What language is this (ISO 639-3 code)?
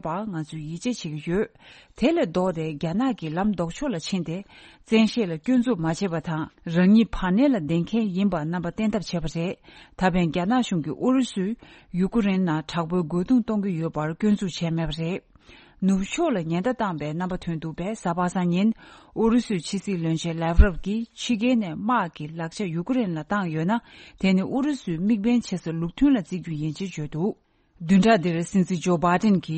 bod